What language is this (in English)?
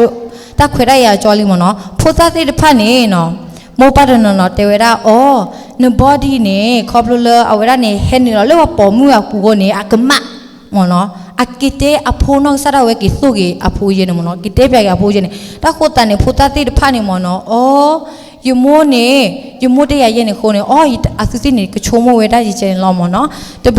S'gaw Karen